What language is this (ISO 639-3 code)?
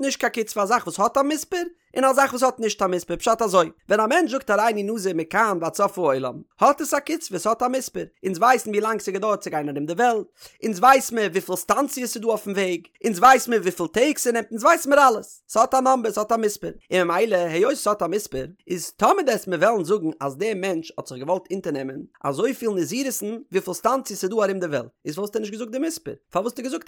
yid